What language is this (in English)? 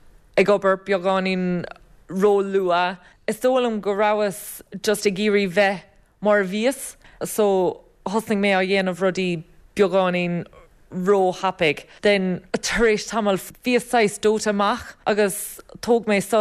Irish